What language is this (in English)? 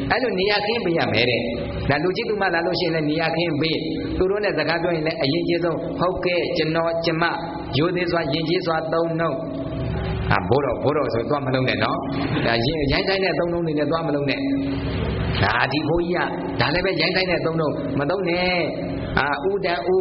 Burmese